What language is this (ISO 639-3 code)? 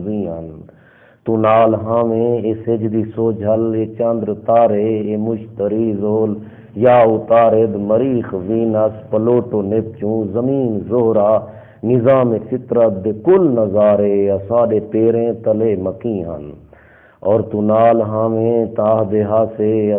skr